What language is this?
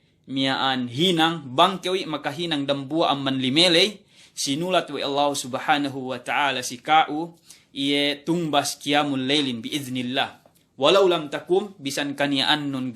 Yakan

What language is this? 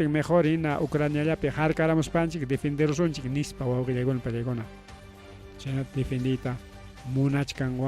Ayacucho Quechua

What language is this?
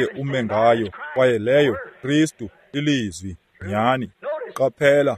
Xhosa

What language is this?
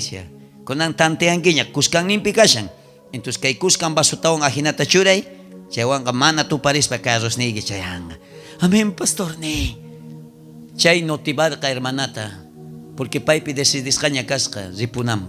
South Bolivian Quechua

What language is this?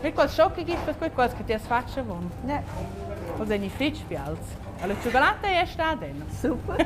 Romansh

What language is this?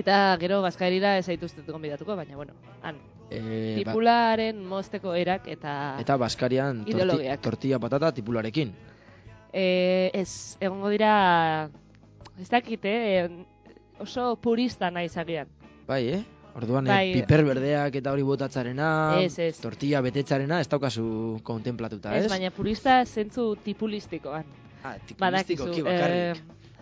Basque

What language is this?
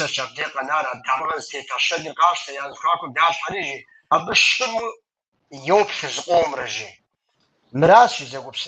Kabardian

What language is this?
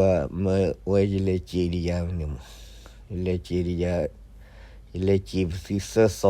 S'gaw Karen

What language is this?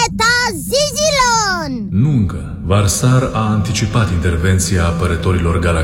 Romanian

